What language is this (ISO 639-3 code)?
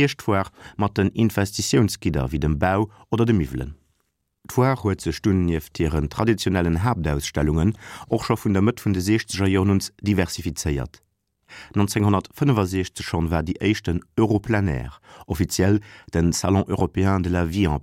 ltz